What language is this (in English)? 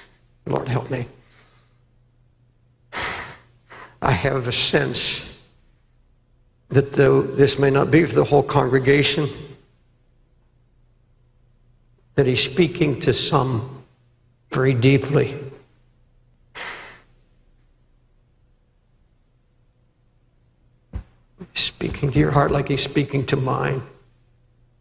English